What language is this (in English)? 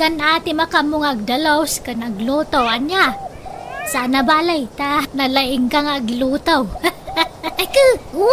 Iloko